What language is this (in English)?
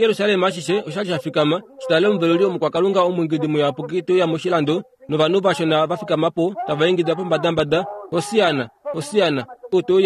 Kuanyama